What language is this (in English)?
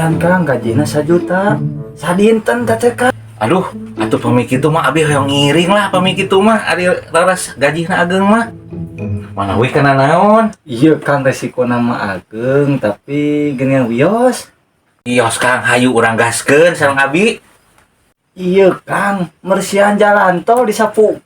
Sundanese